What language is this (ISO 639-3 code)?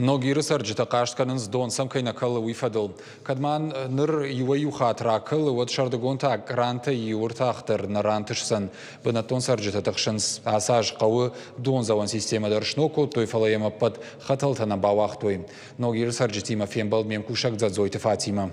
oss